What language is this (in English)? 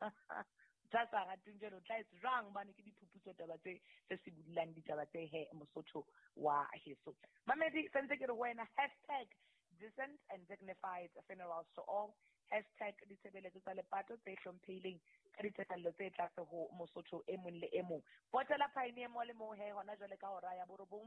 Southern Sotho